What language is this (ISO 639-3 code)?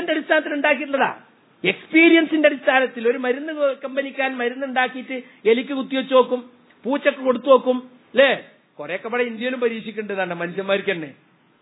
mal